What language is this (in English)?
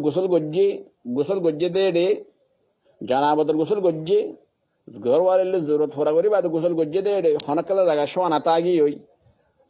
Rohingya